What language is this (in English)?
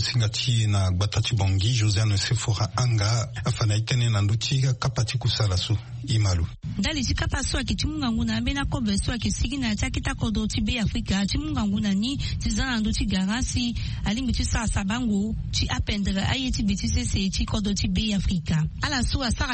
Sango